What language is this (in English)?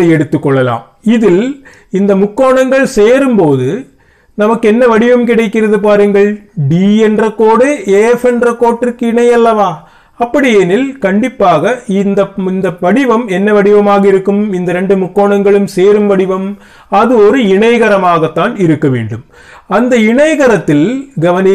Tamil